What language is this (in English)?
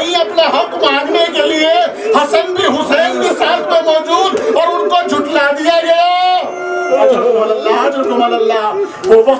Urdu